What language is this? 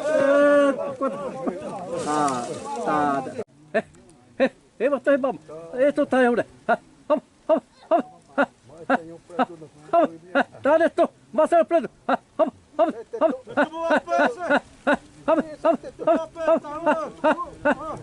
Xavánte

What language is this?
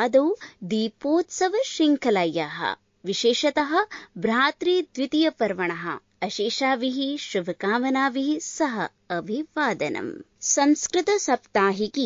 Sanskrit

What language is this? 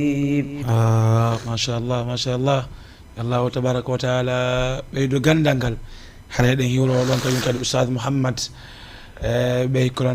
Fula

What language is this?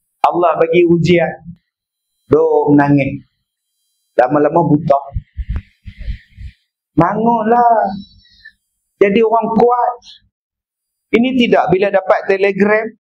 Malay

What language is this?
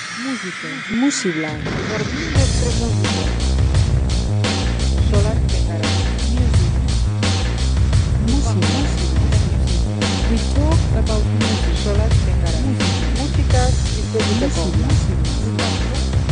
Basque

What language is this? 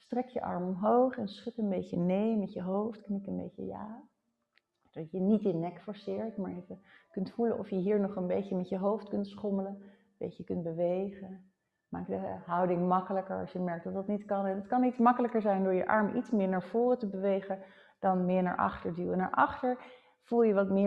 Dutch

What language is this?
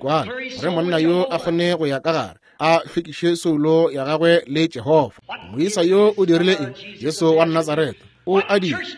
Northern Sotho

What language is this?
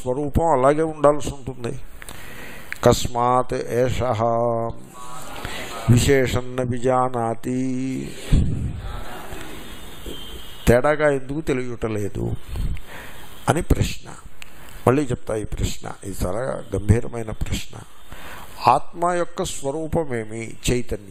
Telugu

